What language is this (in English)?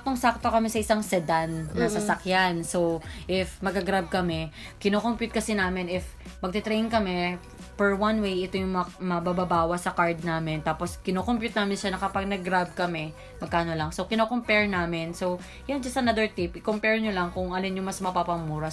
Filipino